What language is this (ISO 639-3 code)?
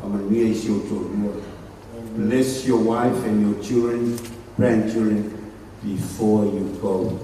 smo